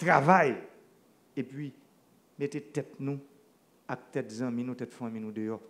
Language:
Haitian Creole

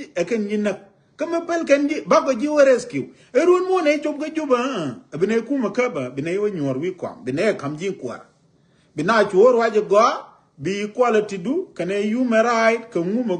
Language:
Nuer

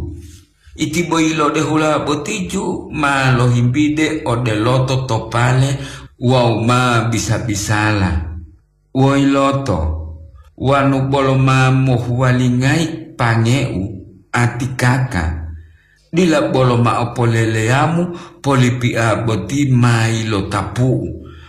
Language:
Gorontalo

